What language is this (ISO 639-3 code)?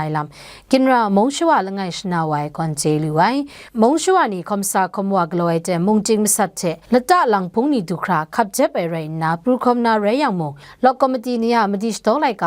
kac